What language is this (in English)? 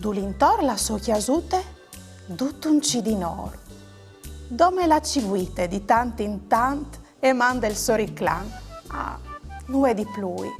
Friulian